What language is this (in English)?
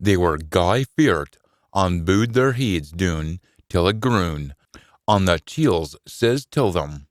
Scots